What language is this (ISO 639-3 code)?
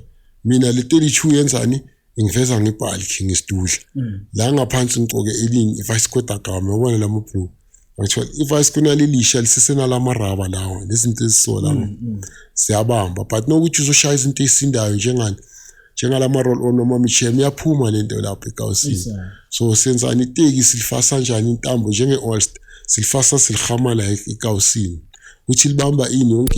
zul